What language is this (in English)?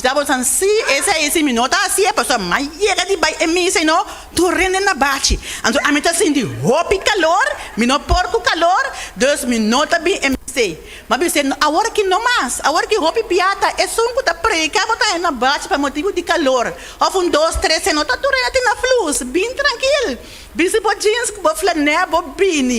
Papiamento